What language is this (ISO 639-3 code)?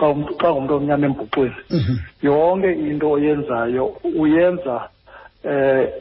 xho